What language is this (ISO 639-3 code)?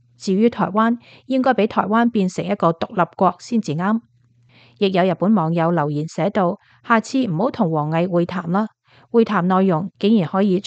yue